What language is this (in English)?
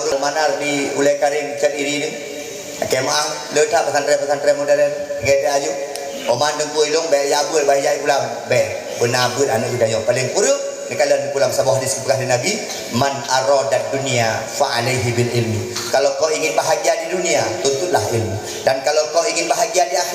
Achinese